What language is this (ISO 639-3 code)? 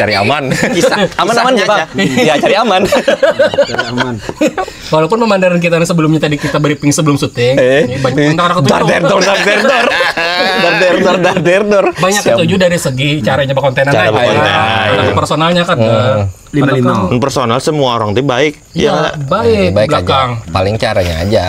bjn